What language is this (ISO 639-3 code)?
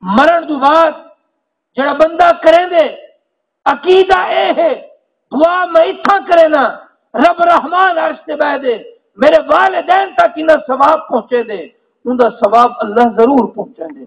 skr